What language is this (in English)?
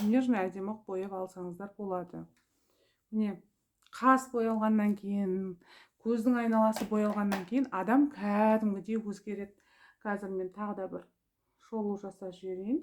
Kazakh